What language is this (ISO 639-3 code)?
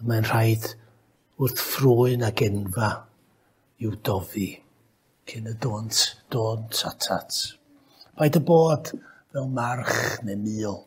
cym